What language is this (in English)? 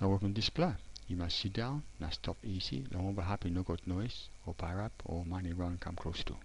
Tok Pisin